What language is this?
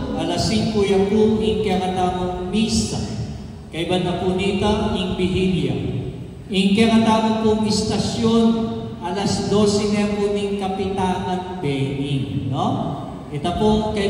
Pampanga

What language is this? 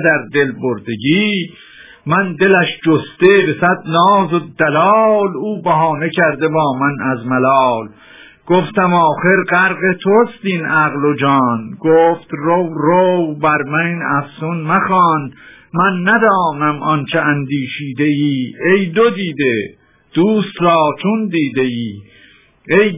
Persian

